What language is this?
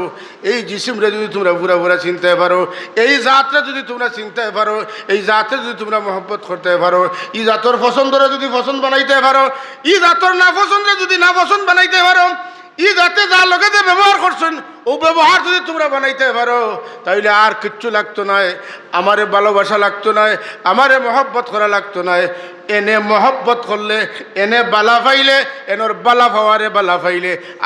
Sylheti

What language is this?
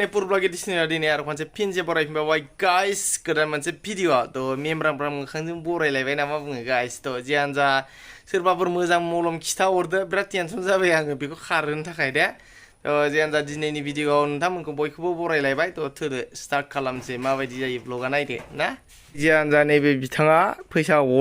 Bodo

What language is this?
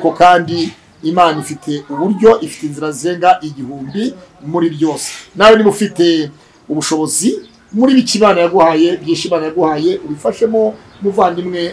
Kinyarwanda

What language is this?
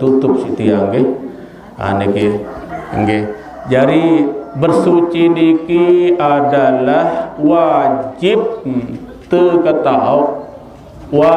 Sasak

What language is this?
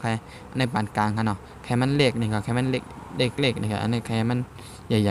Shan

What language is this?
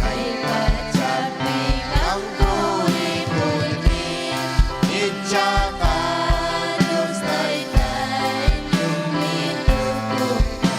Ayacucho Quechua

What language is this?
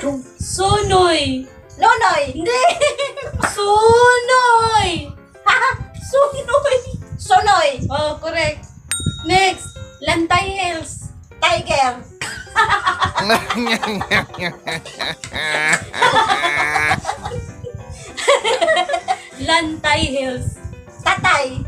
Cebuano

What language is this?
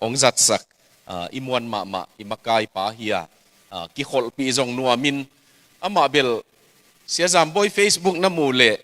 Tedim Chin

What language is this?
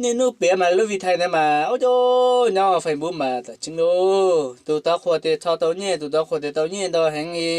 Hmong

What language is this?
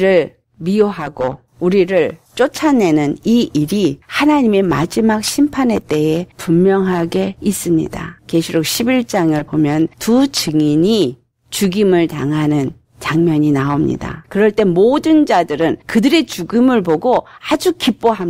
Korean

